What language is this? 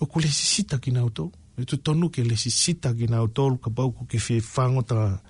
Tongan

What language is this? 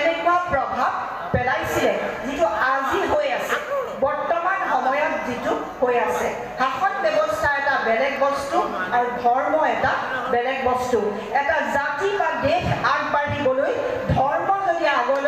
Assamese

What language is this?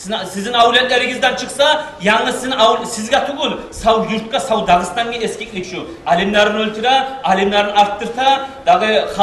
Kumyk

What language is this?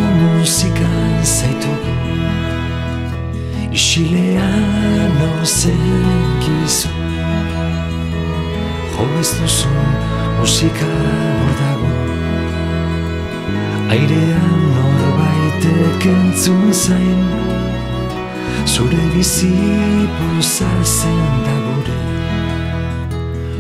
Basque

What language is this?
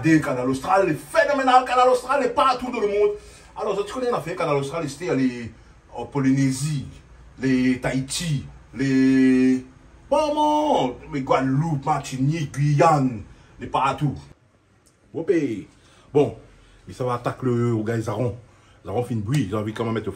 Réunion Creole French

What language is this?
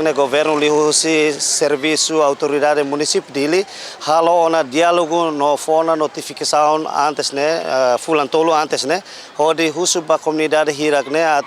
Tetum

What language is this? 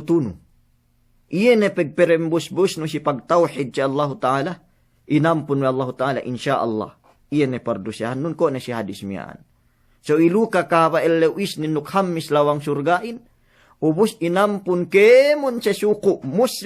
Yakan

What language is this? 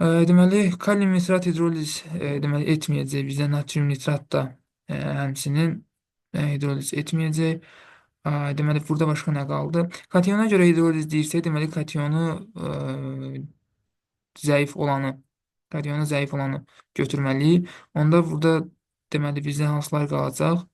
Azerbaijani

